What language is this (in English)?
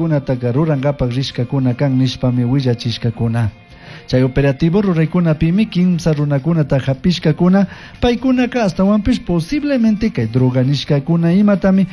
Chimborazo Highland Quichua